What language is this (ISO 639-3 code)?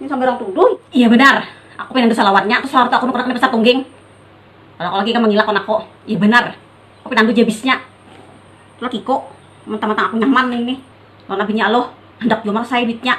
bjn